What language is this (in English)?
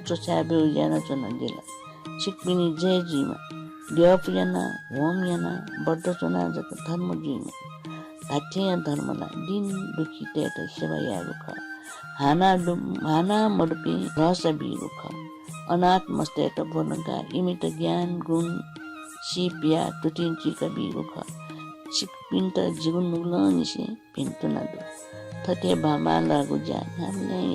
Newari